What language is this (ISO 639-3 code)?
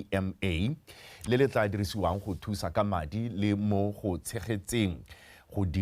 tsn